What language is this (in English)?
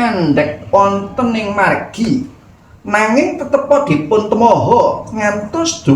Javanese